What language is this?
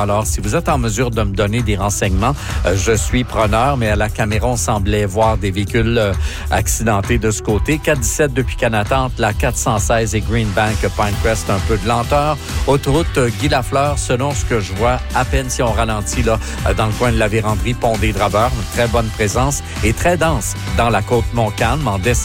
French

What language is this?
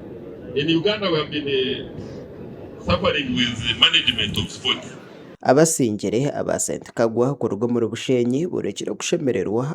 Nyankole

